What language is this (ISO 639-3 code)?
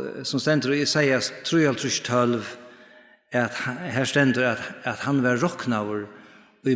fao